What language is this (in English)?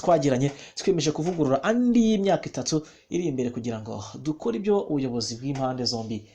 Kinyarwanda